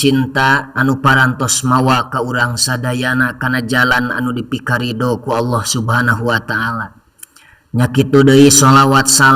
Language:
Sundanese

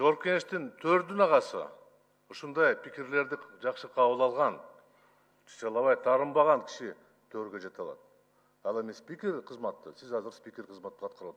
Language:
Kyrgyz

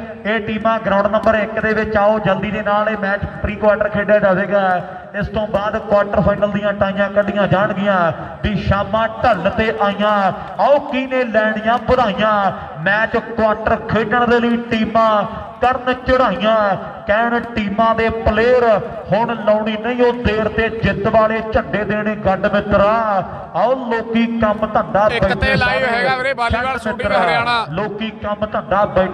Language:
Punjabi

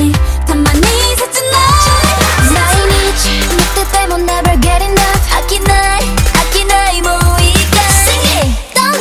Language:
Japanese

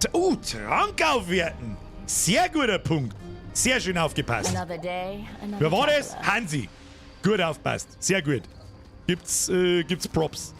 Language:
Bavarian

